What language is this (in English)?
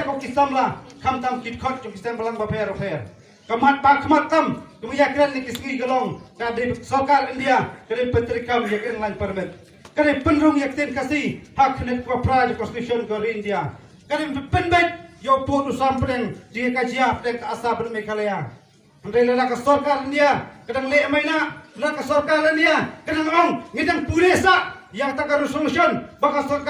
Khasi